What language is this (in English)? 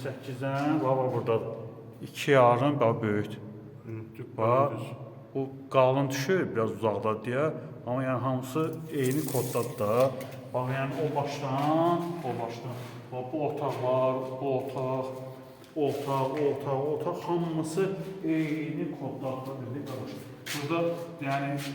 Azerbaijani